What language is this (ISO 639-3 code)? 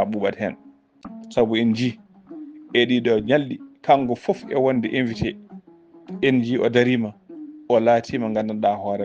ful